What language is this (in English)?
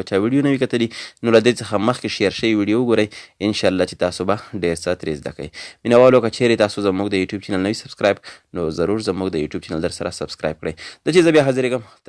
Pashto